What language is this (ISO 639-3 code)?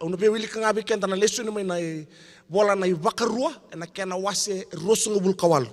fij